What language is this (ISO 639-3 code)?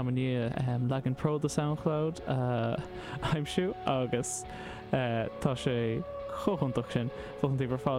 gle